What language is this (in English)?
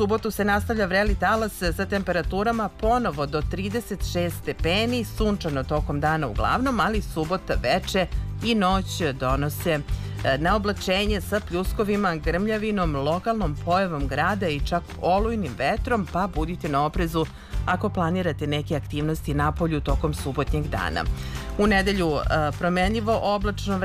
Serbian